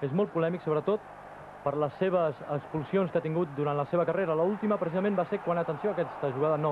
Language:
Catalan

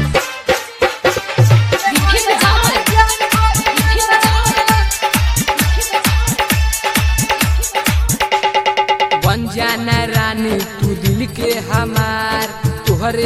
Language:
Bhojpuri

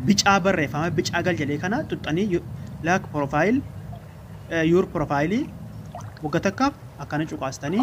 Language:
Oromo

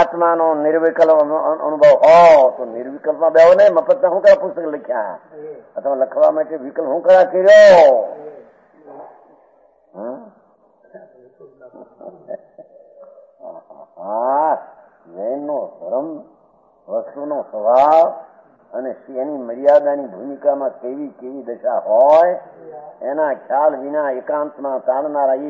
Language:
Gujarati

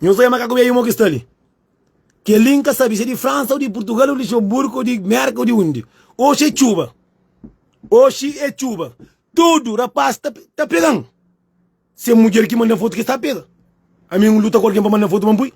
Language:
Kabuverdianu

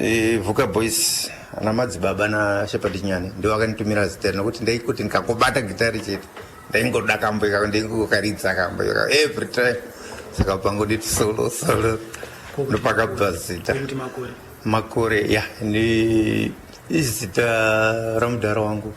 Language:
Shona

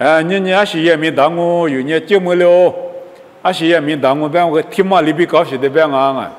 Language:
Lisu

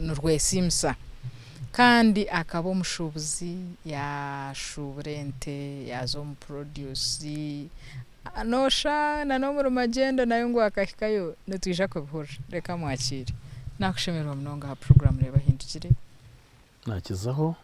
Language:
Nyankole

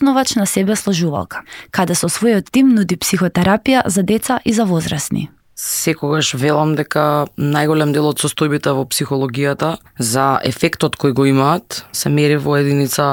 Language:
Macedonian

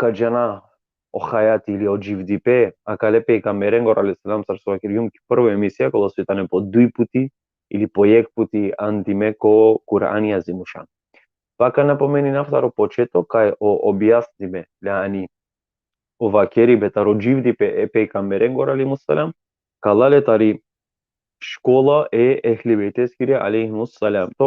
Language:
Balkan Romani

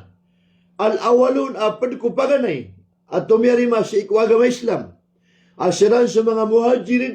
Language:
Maranao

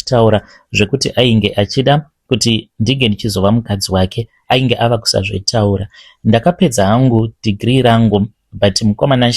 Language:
Shona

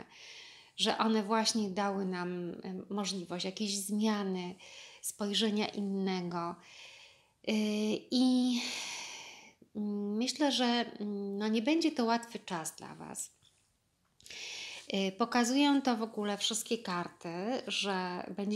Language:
Polish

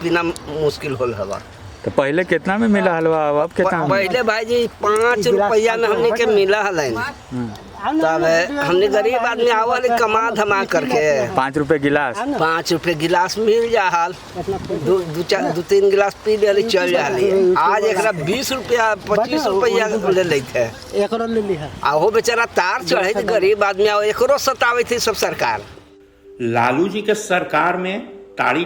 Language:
Magahi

